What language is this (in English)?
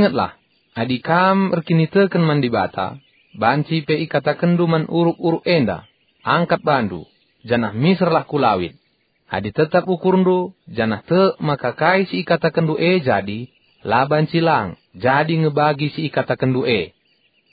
Batak Karo